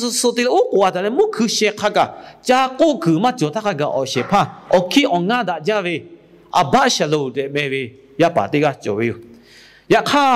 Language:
Lahu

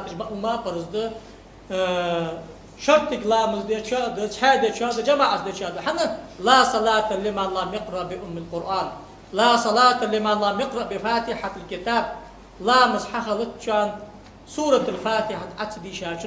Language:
Ingush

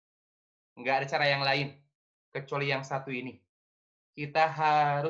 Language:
Indonesian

